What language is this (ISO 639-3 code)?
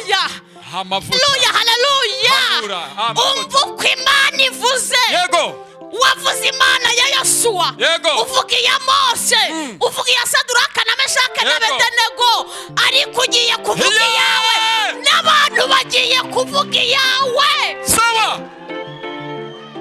kin